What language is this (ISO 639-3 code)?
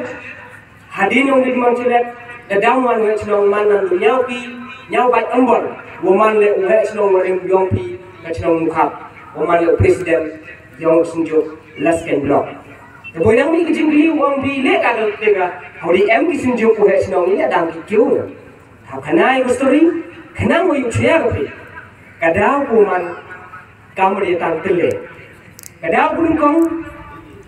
kha